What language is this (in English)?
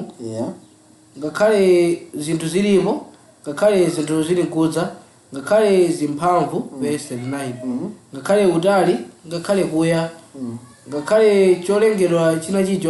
Nyanja